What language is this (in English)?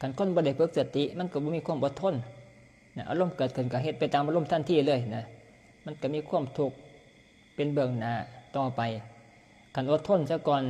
Northeastern Thai